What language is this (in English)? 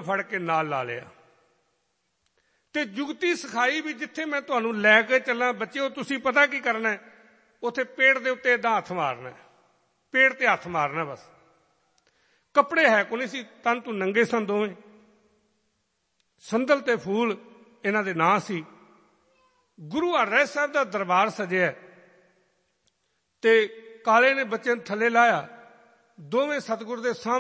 Punjabi